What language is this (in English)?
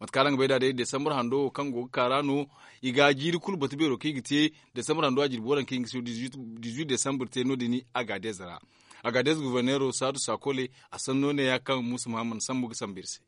Zarma